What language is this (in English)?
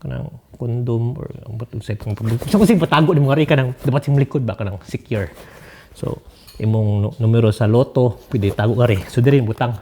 Cebuano